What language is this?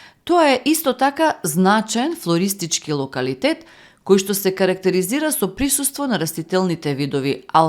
Macedonian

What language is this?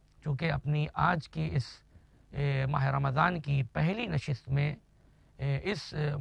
Urdu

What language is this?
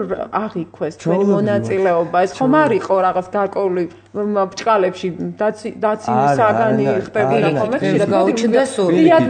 Georgian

